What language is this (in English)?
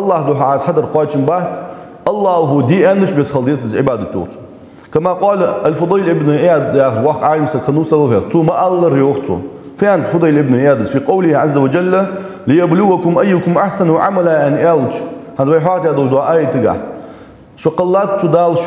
Ingush